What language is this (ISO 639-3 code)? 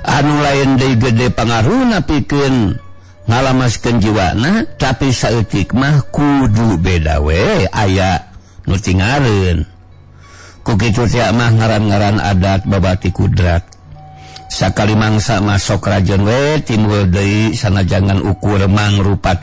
sun